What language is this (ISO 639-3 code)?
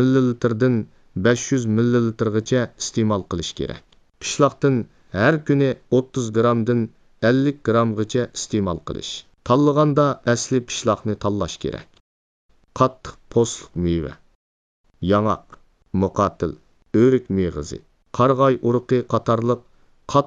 uig